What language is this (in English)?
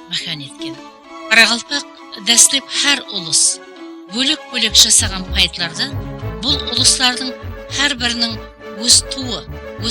Kara-Kalpak